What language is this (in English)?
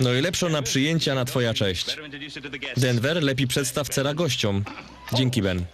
Silesian